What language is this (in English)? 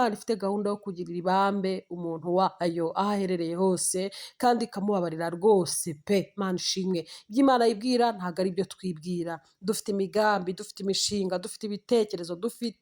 Kinyarwanda